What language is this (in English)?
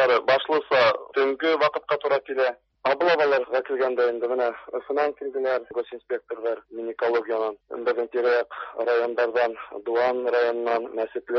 Tatar